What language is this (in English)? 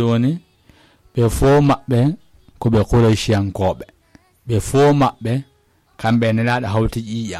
Fula